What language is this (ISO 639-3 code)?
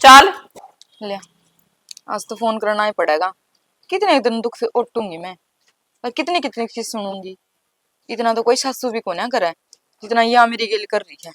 bgc